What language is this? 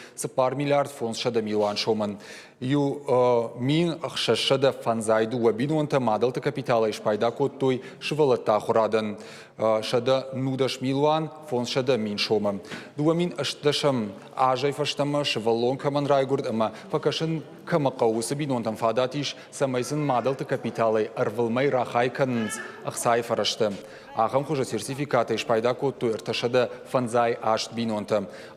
Ossetic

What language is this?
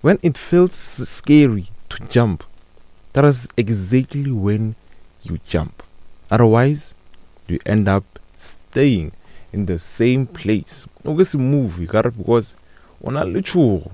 Northern Sotho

